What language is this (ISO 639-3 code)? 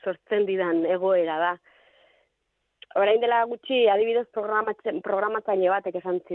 eus